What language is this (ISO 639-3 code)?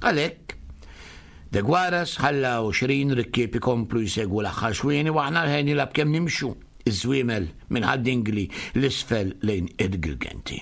mlt